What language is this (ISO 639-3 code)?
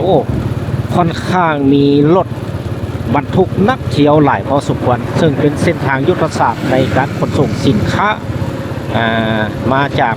lao